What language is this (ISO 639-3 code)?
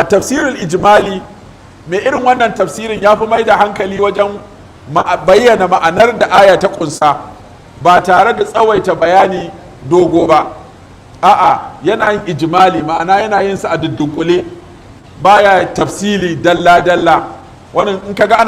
hau